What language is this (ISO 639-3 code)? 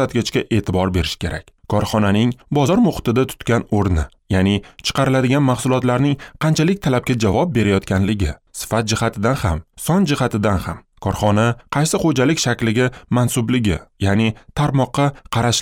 uzb